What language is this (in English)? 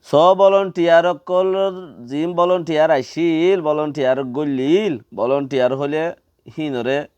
Rohingya